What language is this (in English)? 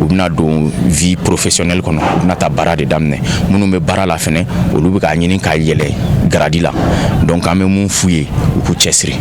Bambara